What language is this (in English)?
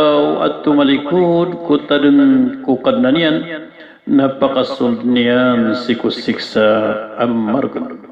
Maranao